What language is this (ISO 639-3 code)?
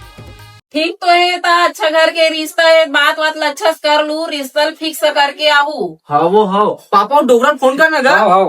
hne